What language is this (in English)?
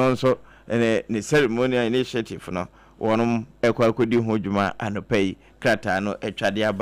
Akan